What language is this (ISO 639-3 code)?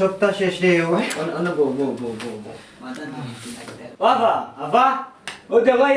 syl